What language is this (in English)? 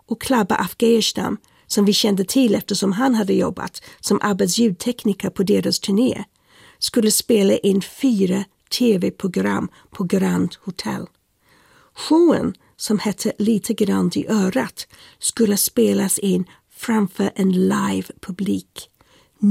Swedish